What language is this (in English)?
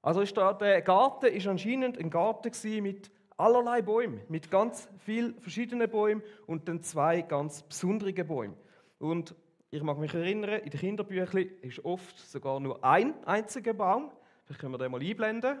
Swiss German